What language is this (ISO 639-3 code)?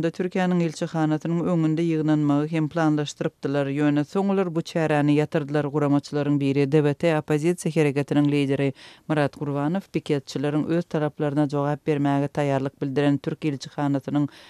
tuk